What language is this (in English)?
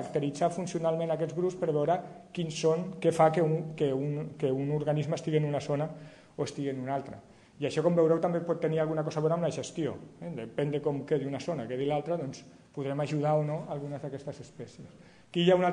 Catalan